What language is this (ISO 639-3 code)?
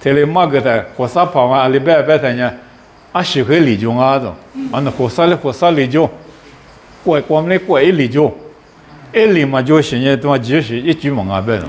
lis